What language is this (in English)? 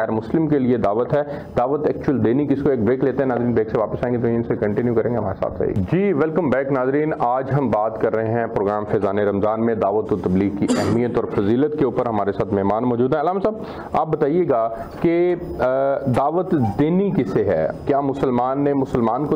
Urdu